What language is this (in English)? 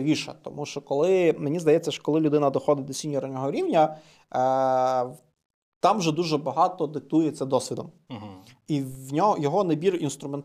Ukrainian